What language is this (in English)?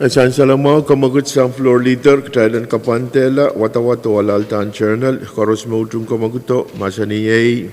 Pohnpeian